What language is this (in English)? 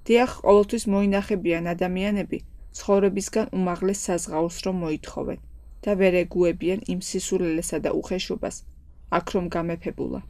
Georgian